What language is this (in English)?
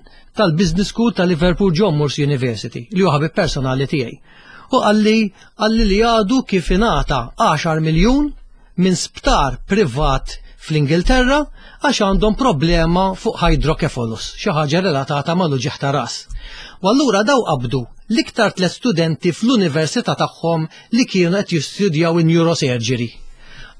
Maltese